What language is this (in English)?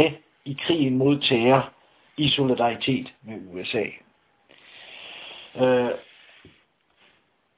Danish